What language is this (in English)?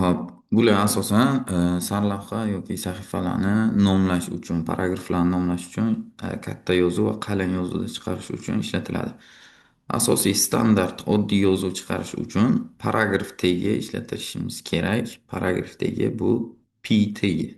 Uzbek